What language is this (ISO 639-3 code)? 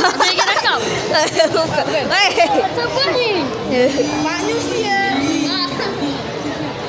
msa